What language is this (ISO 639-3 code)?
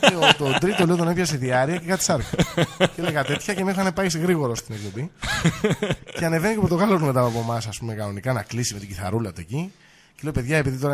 ell